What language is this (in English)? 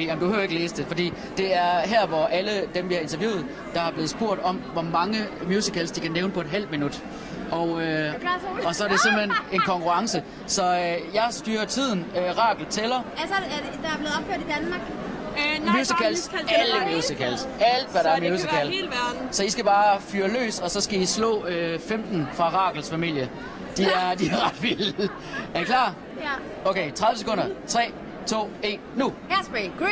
Danish